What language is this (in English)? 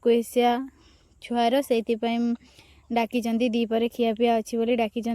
Odia